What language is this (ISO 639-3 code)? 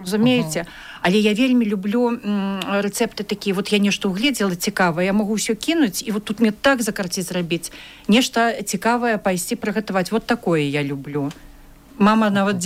bel